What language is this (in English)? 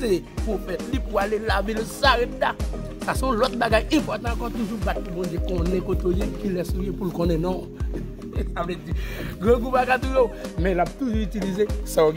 Haitian Creole